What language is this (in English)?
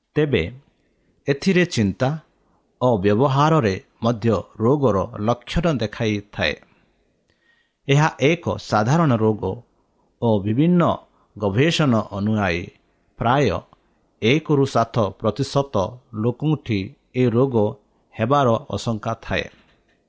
Odia